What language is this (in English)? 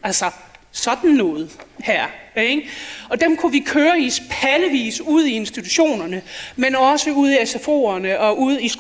Danish